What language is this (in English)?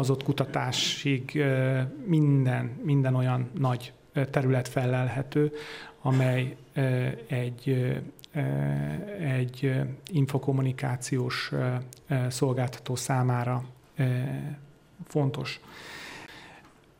Hungarian